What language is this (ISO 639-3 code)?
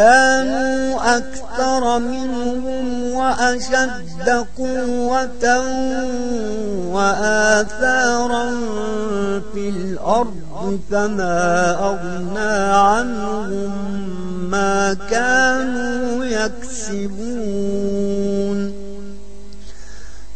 ara